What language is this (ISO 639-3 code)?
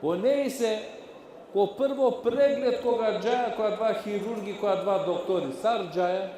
rmn